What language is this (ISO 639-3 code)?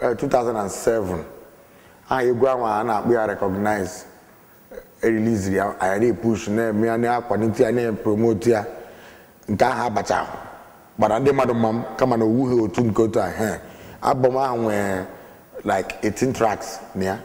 ibo